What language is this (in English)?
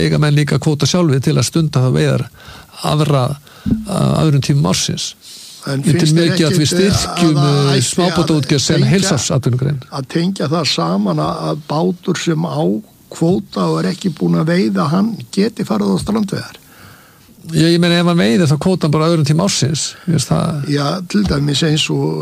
Icelandic